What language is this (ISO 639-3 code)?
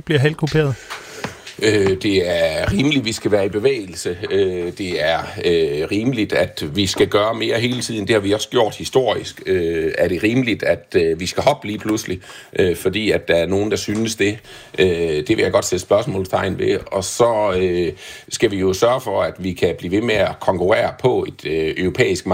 dan